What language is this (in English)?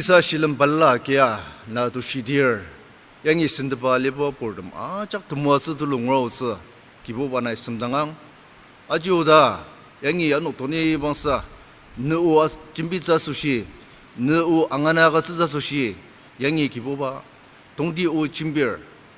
Ao Naga